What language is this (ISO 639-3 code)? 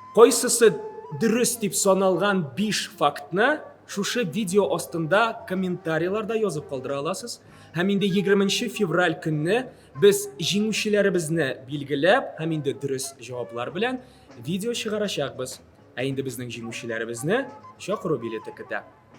tat